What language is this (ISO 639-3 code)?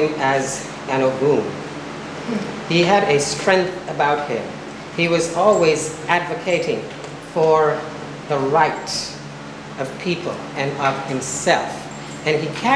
eng